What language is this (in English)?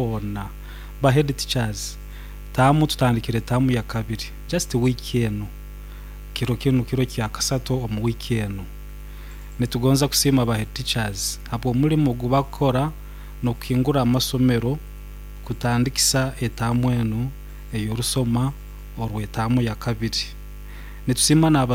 Nyoro